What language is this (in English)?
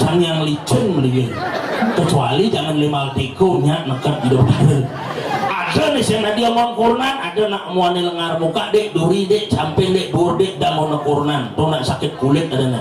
Balinese